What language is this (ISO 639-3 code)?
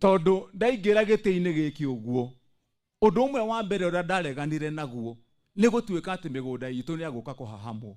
kik